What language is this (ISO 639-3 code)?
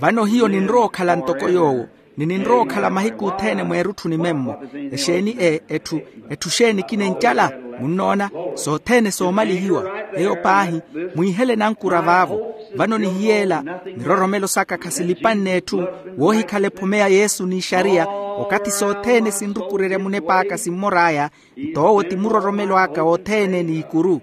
vmw